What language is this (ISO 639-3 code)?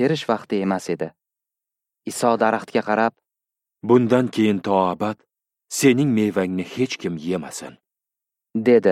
uzb